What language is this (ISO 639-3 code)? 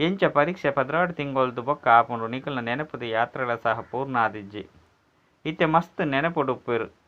tcy